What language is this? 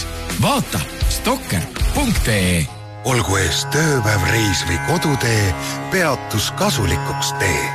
Estonian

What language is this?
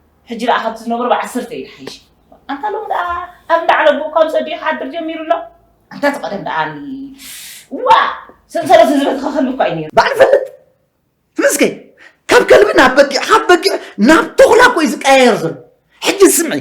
Tigrinya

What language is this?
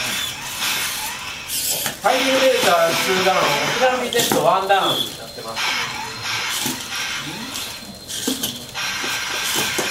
Japanese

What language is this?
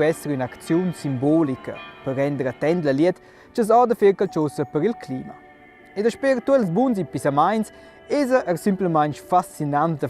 Romansh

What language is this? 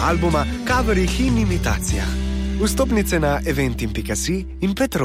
Slovenian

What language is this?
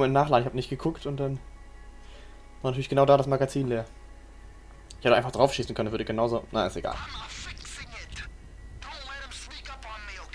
German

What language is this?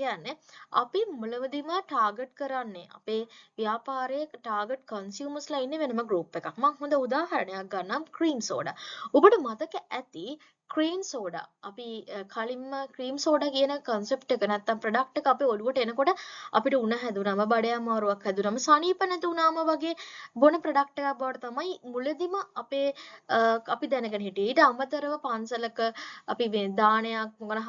Sinhala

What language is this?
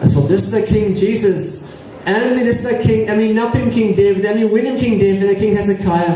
Tok Pisin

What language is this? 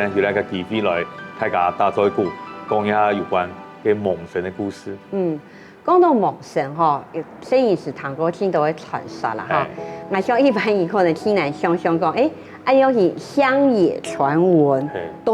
Hakka Chinese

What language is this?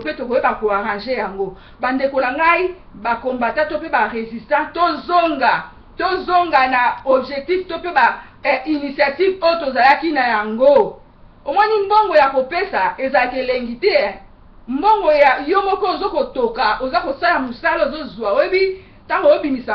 Lingala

